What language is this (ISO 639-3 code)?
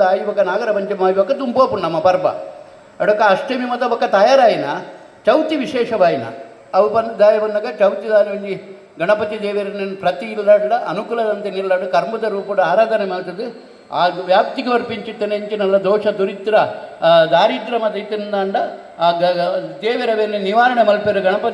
tcy